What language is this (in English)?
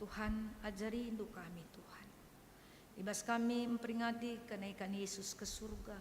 Batak Karo